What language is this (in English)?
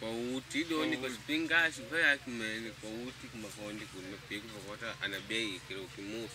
Makonde